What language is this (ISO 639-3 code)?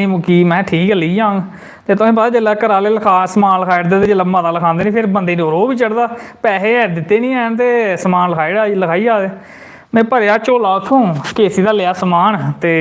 doi